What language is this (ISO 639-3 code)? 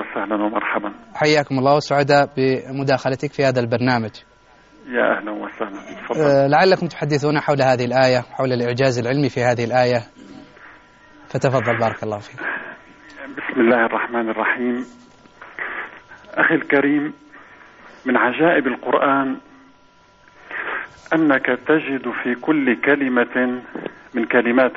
ara